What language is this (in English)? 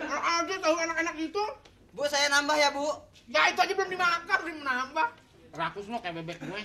Betawi